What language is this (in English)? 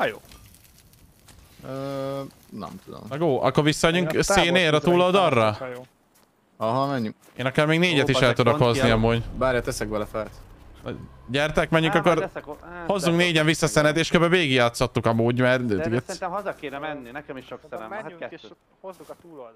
Hungarian